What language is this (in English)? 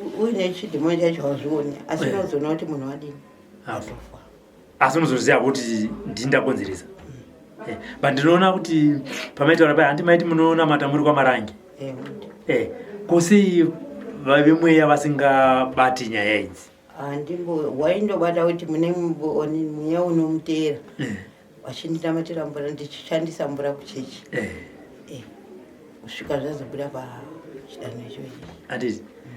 Shona